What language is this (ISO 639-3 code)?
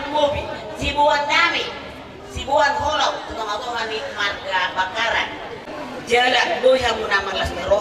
bbc